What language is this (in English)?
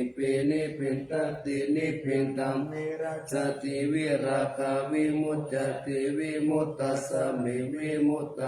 Pali